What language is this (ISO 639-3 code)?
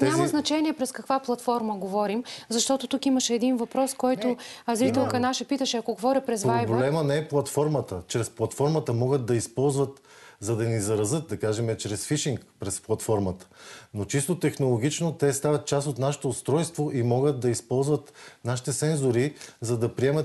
bul